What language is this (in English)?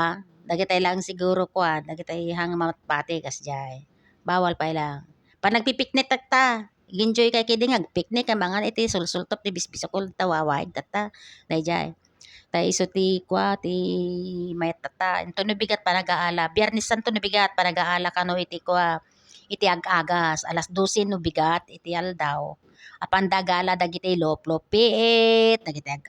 Iloko